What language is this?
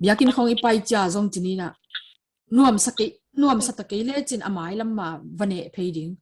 Tedim Chin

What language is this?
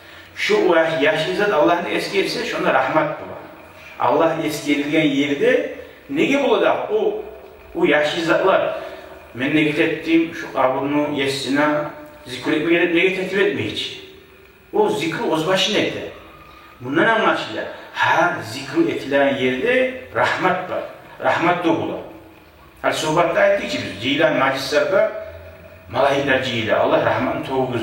Kumyk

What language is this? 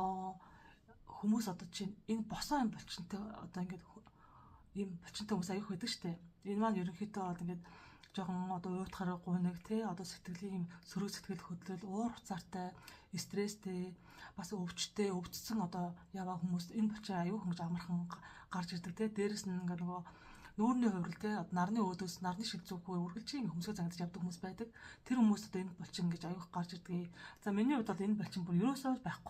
Mongolian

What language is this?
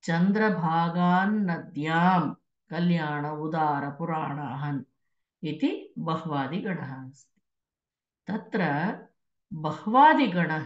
Sanskrit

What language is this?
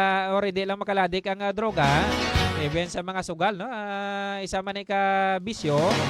Hiligaynon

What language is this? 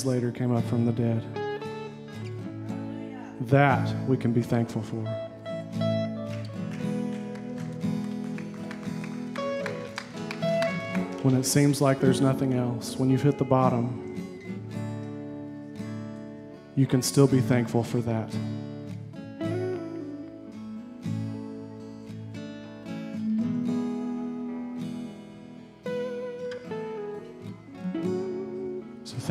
English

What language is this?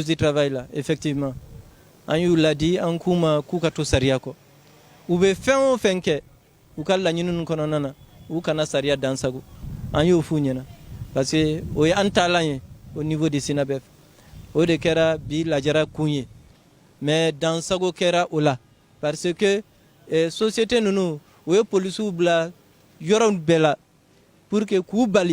Bambara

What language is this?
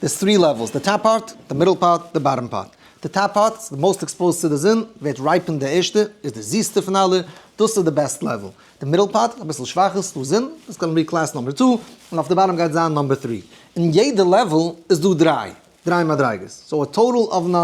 Yiddish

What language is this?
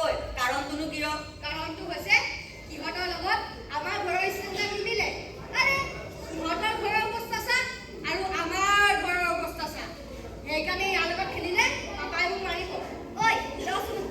Assamese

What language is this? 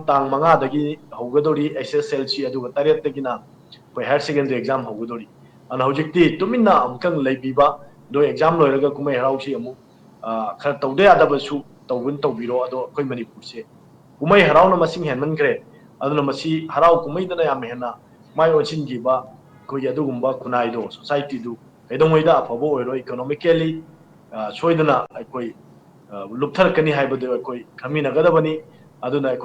Manipuri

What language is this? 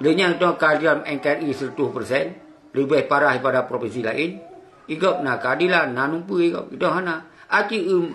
Achinese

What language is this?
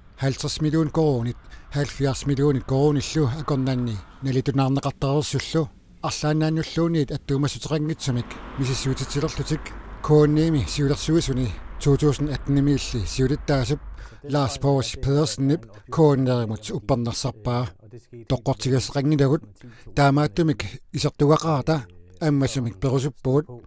Kalaallisut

